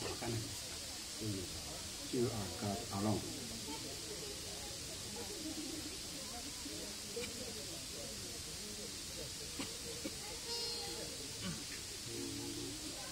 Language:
Japanese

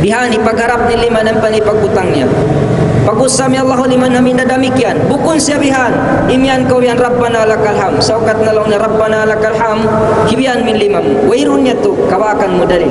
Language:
Tausug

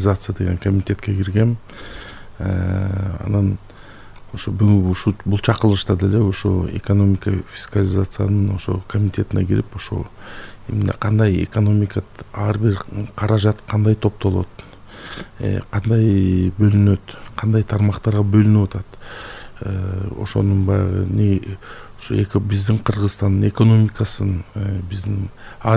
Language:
Kyrgyz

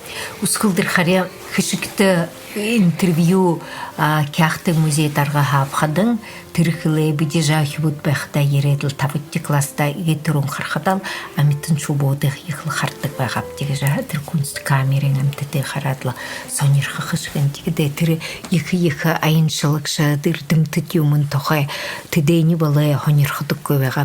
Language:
Buriat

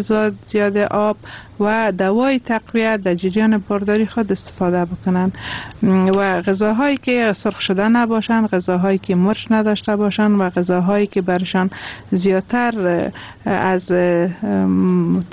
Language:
Persian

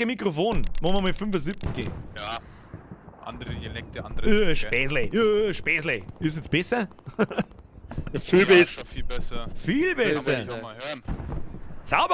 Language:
Bavarian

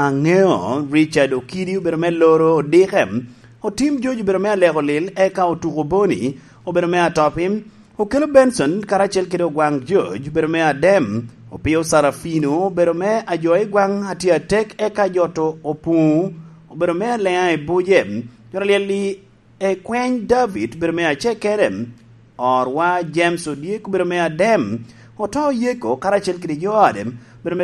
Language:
Lango (Uganda)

